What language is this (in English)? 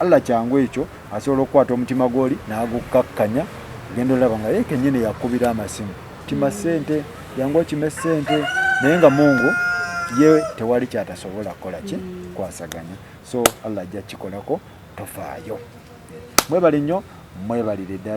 Ganda